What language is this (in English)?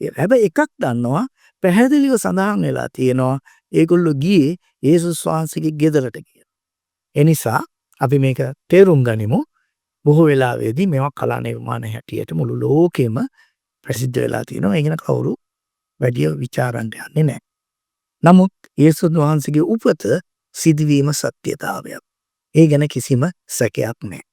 Sinhala